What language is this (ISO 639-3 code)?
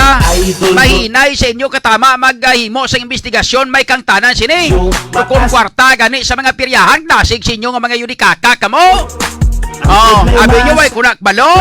hil